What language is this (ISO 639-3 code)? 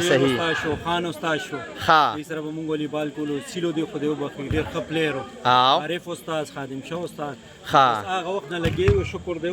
pus